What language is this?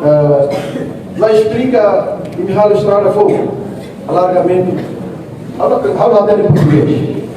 Tetum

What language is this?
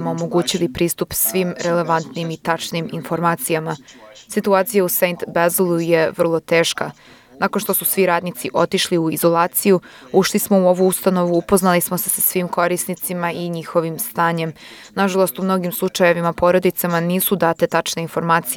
Serbian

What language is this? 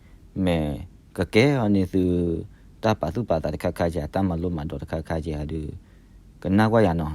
S'gaw Karen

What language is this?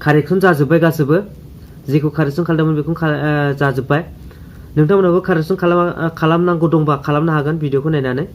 Bodo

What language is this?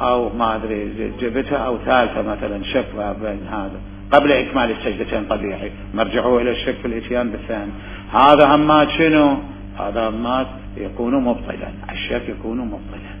Mesopotamian Arabic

